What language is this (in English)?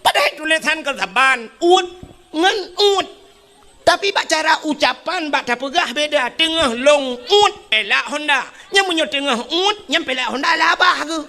Achinese